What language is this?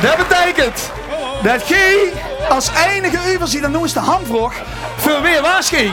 Limburgish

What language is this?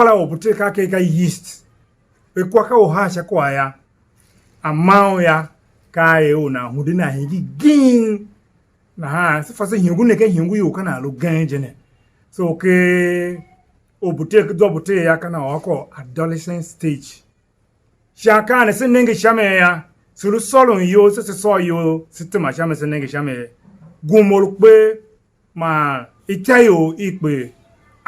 Tiv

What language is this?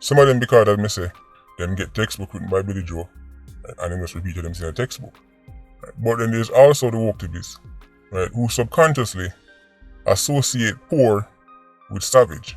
Jamaican Creole English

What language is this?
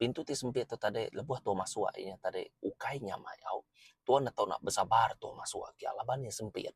Iban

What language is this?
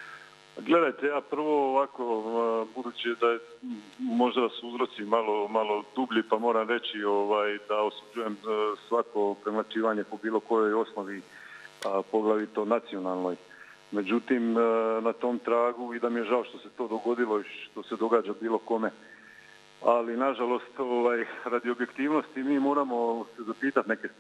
Croatian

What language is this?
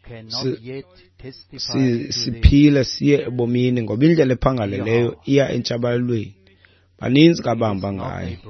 Xhosa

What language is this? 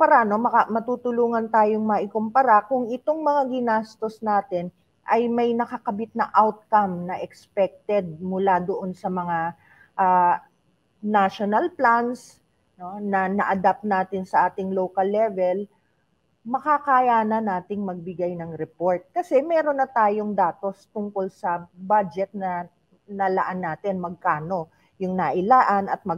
Filipino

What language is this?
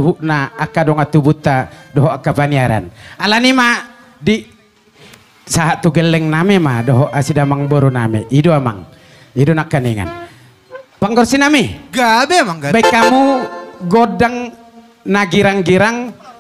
Batak Toba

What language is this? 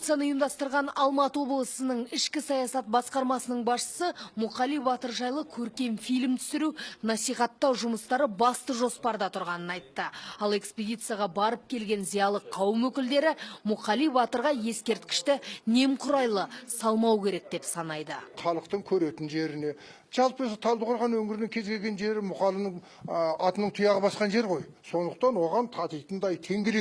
Kazakh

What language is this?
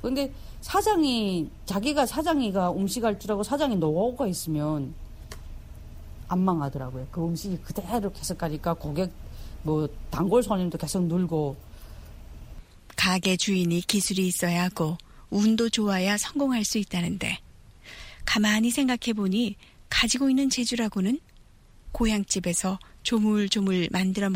Korean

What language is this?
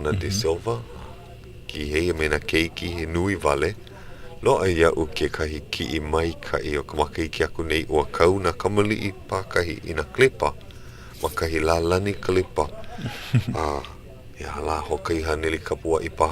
Hawaiian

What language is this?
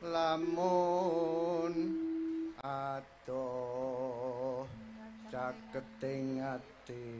Javanese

